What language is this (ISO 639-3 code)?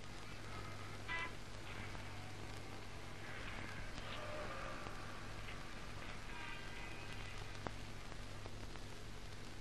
tam